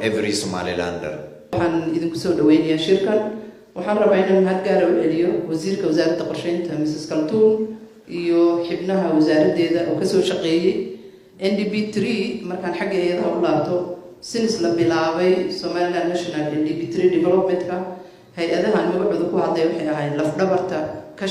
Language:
Somali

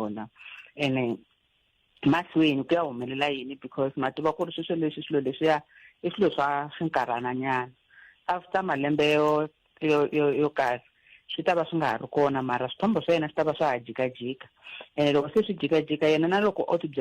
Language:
Tsonga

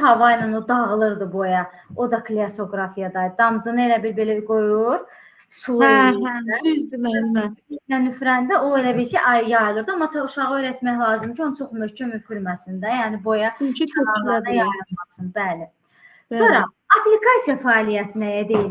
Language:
Azerbaijani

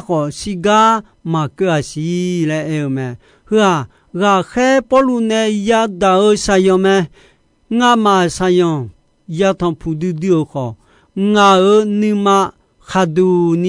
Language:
Akha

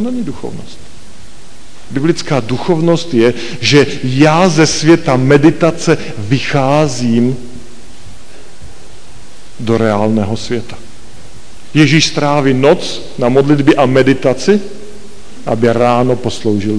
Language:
Czech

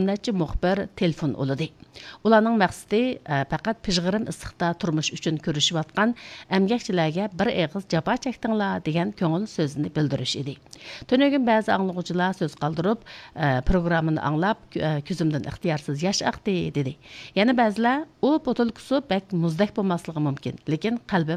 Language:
Uyghur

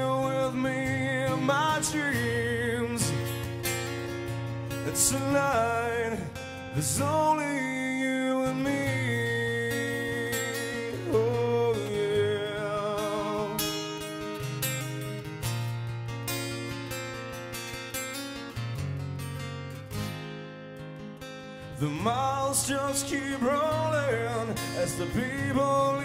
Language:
English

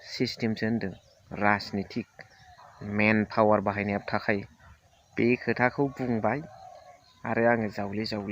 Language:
Bodo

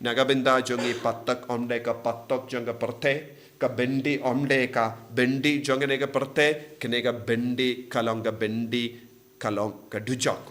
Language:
Khasi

